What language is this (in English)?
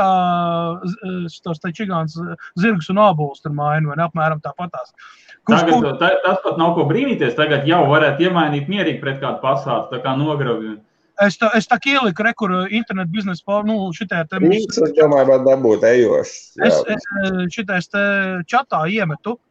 Latvian